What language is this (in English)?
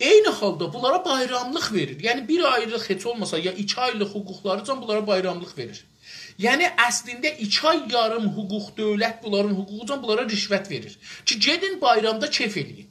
South Azerbaijani